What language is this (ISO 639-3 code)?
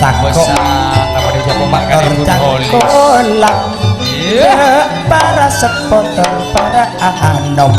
mad